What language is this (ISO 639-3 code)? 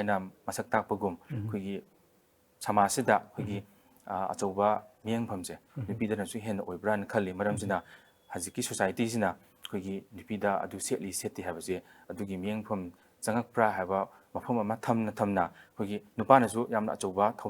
mni